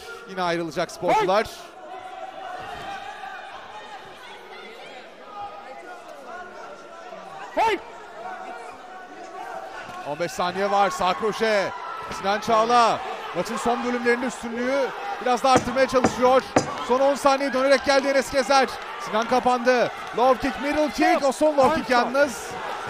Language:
Turkish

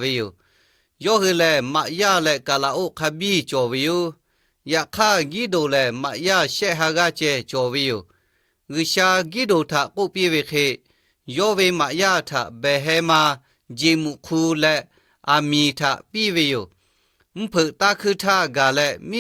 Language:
Lahu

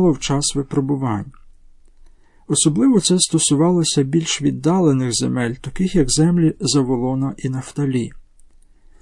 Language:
Ukrainian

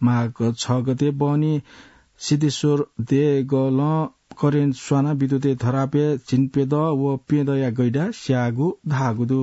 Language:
Newari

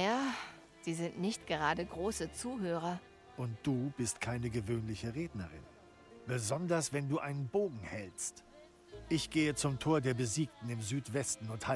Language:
Bavarian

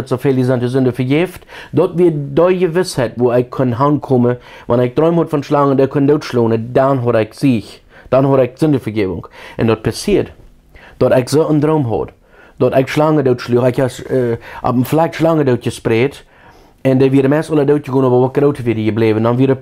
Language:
Plautdietsch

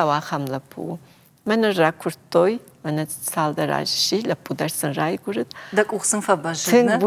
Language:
Ossetic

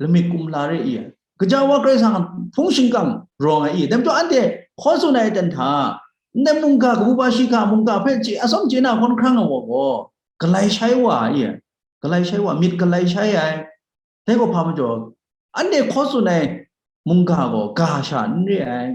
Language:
Kachin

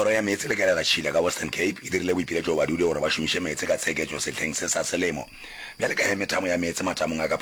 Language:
Northern Sotho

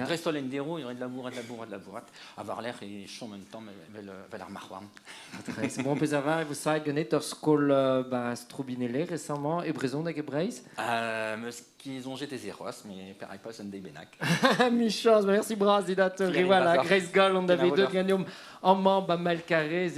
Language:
Breton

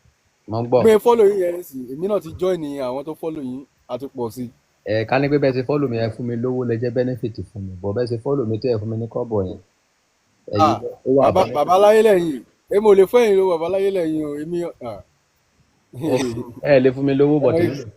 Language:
Yoruba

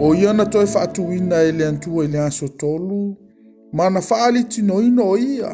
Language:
Samoan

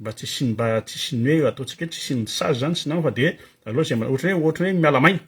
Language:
Malagasy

